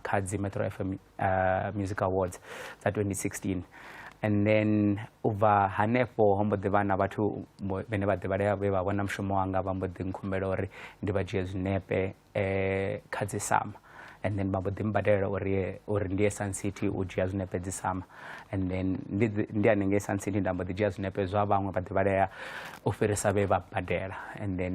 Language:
Venda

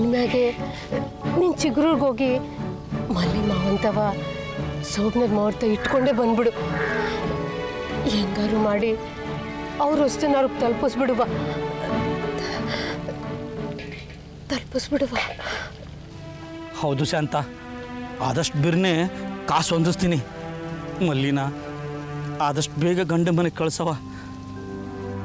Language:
Kannada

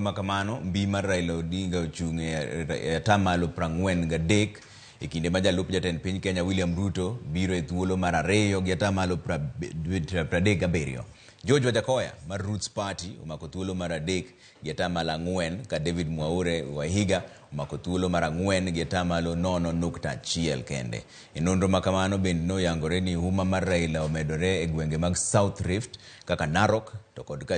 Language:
Luo (Kenya and Tanzania)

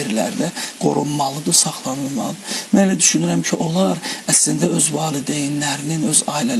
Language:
Azerbaijani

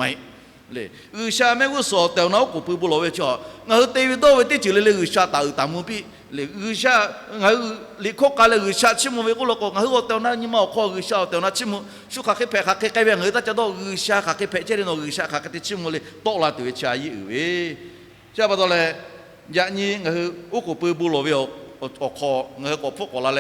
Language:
Lahu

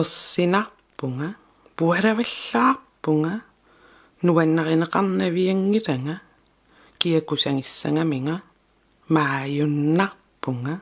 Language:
Kalaallisut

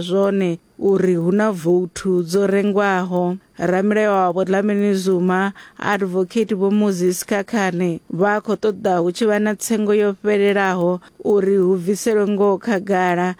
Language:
Venda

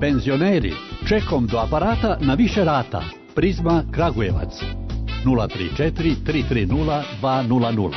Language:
Serbian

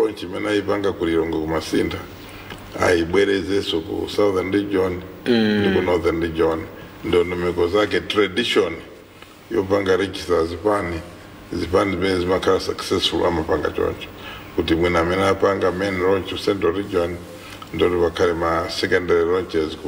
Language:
Nyanja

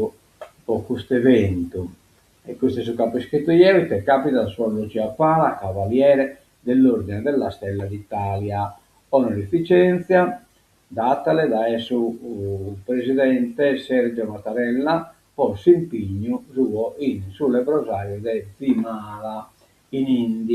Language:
Sardinian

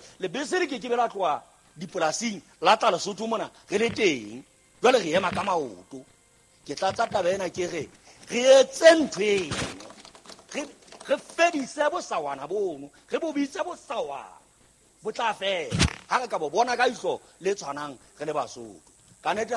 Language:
Southern Sotho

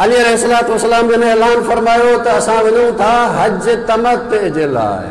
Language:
Sindhi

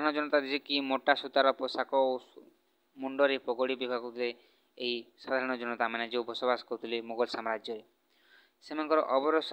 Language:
Odia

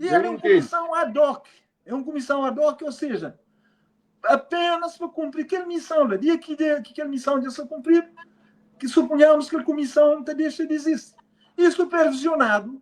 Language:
Kabuverdianu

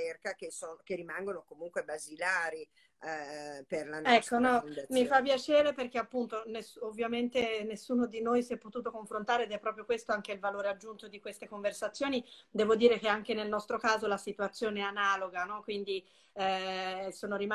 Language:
Italian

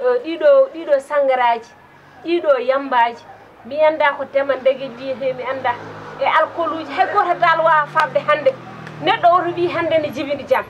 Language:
Fula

